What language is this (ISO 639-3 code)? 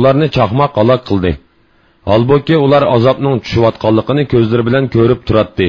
uig